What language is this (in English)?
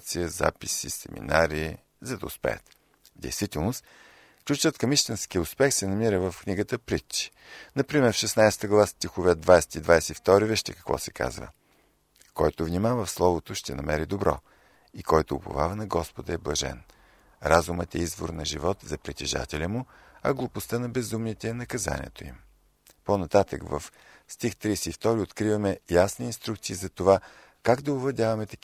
Bulgarian